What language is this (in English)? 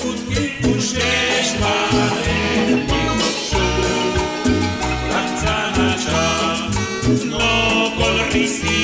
Kekchí